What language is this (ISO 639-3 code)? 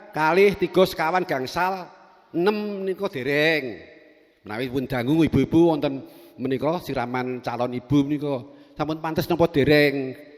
jav